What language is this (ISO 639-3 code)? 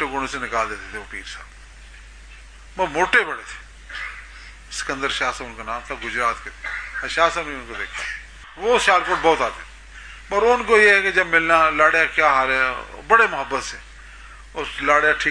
urd